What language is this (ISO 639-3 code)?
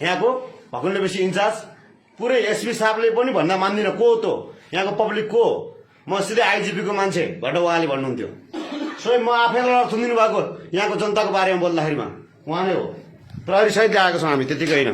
nep